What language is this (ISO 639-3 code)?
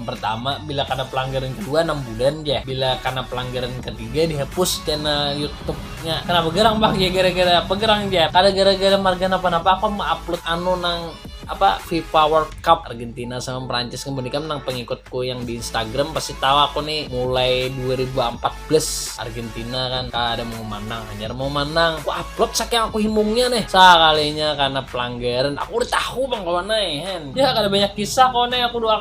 bjn